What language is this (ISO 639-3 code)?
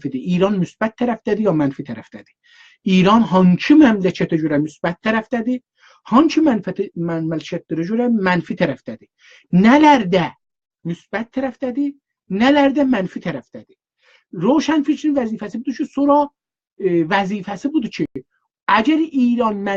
azb